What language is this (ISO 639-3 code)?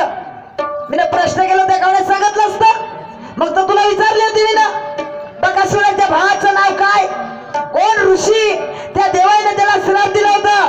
mar